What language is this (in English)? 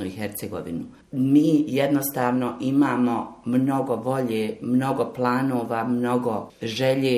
Bosnian